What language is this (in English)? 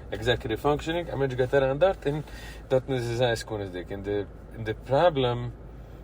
Yiddish